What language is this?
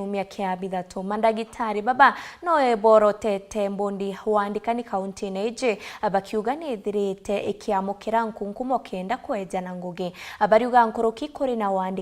Meru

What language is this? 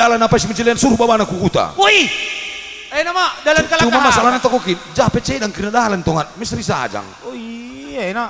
Batak Karo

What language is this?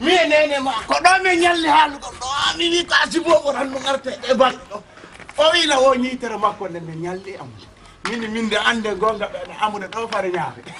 Fula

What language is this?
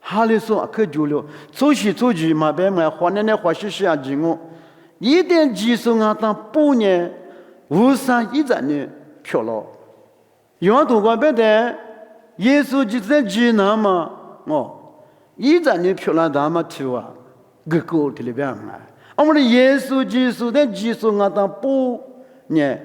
Lisu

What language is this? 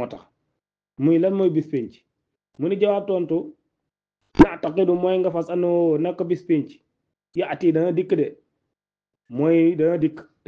Wolof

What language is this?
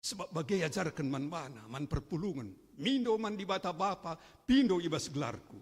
Batak Karo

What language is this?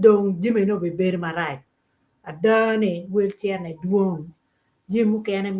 Acoli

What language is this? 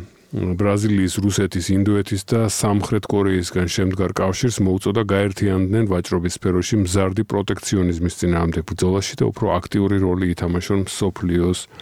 Georgian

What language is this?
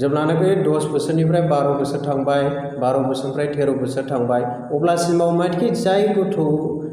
Bodo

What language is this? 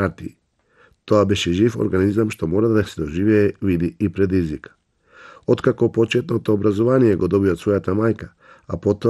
Macedonian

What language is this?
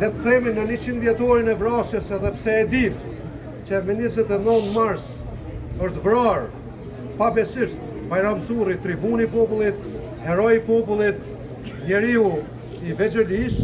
Albanian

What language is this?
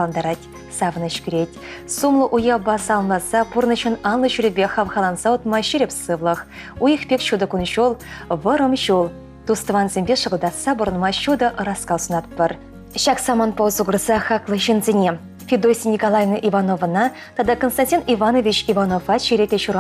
Chuvash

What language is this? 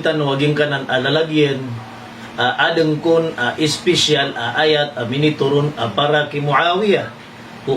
Maranao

